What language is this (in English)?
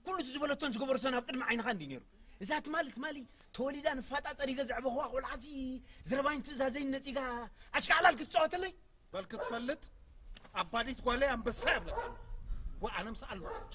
Tigrinya